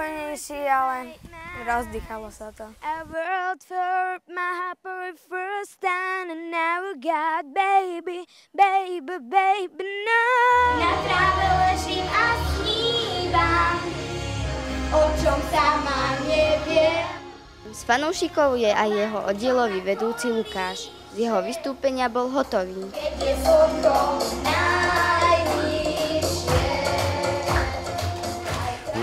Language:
Slovak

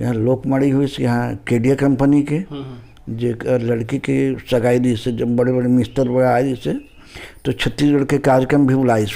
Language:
Chhattisgarhi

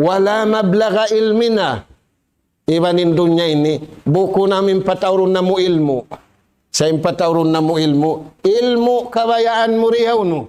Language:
Tausug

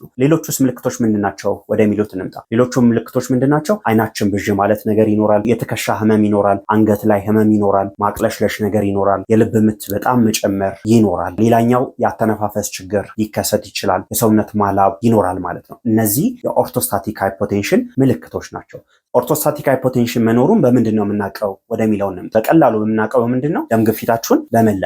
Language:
Amharic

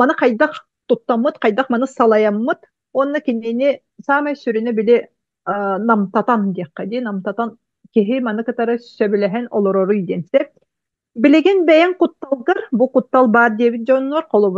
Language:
Yakut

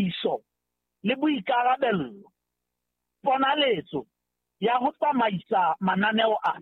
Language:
Southern Sotho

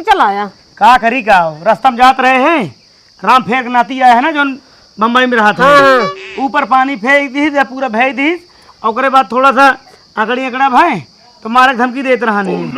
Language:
Awadhi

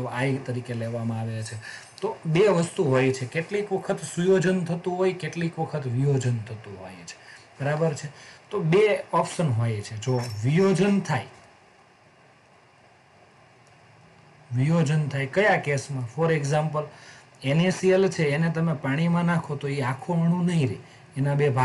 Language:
Gujarati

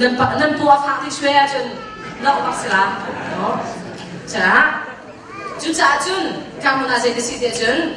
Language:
Hakha Chin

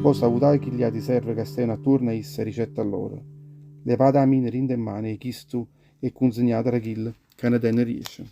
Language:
Neapolitan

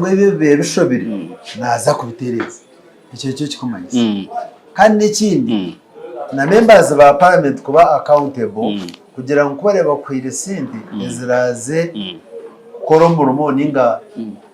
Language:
Nyankole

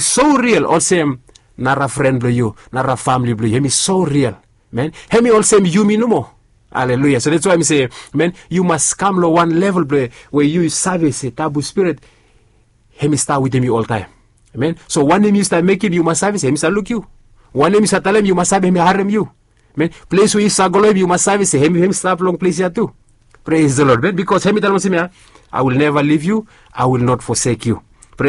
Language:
Bislama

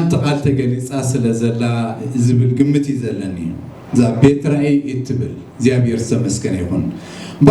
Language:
Tigrinya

